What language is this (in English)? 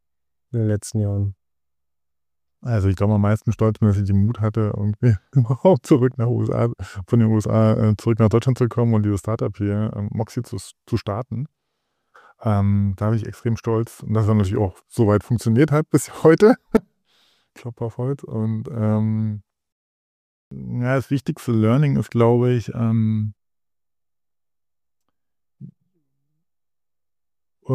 German